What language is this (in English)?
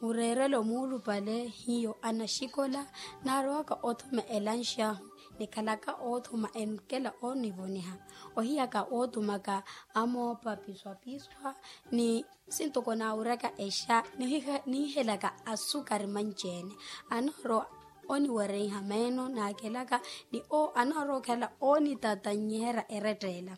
Makhuwa